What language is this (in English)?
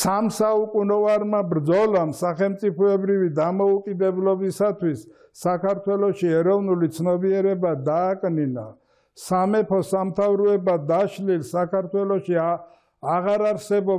Georgian